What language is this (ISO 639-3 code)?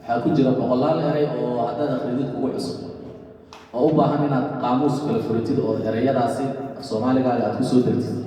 som